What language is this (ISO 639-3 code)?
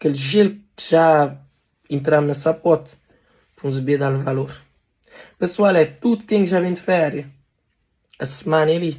kea